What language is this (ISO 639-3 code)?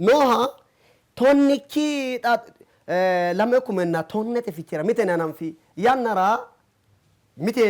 sid